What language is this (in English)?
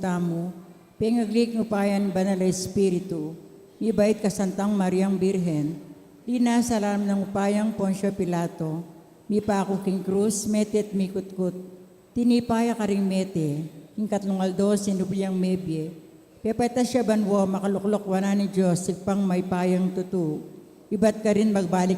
Pampanga